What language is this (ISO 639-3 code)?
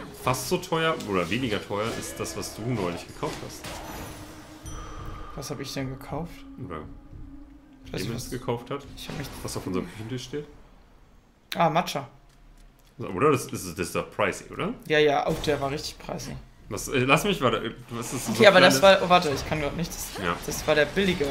deu